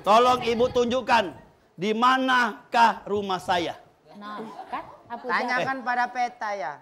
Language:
Musi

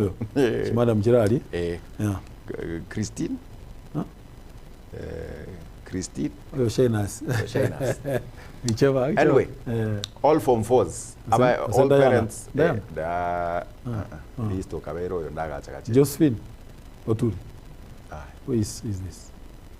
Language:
Gusii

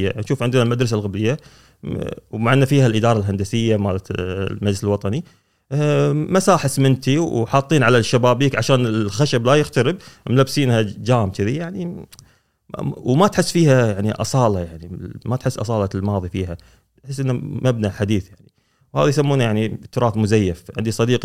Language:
Gulf Arabic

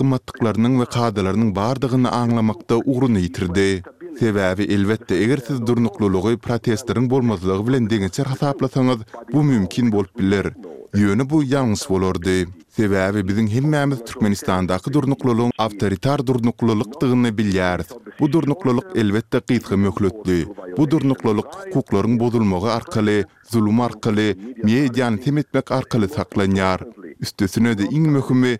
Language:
Turkmen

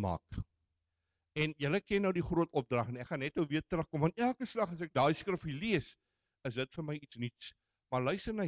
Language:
Afrikaans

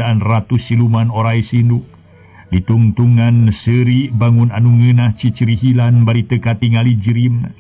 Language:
Sundanese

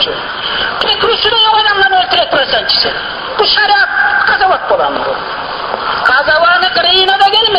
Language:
Kumyk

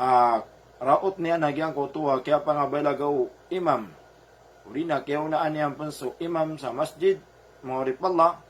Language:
Maranao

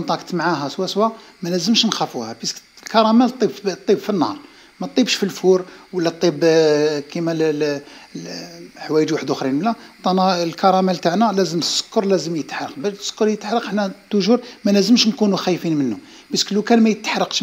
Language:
Algerian Arabic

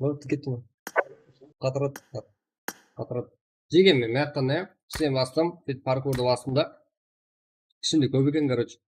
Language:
Kara-Kalpak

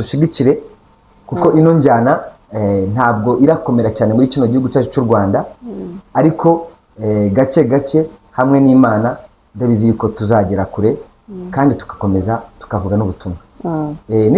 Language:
Kinyarwanda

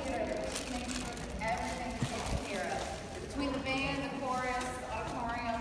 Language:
English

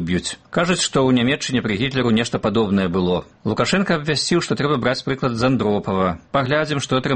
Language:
Belarusian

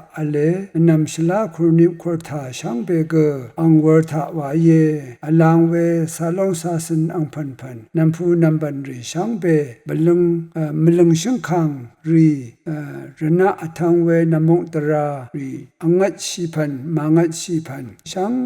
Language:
Rawang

